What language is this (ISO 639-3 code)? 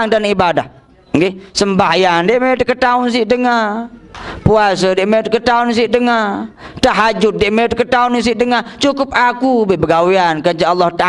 sas